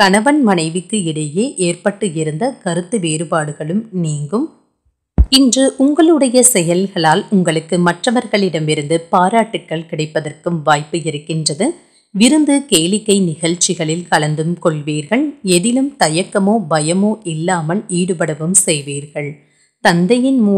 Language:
Tamil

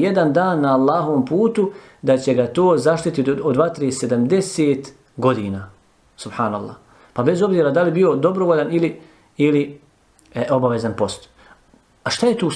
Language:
Bosnian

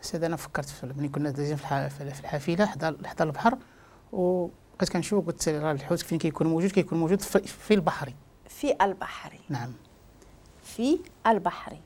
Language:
Moroccan Arabic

